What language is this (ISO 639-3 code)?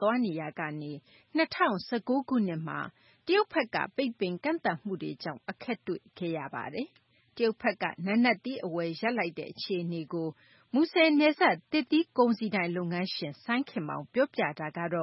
mya